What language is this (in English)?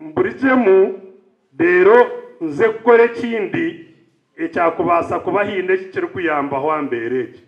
Nyankole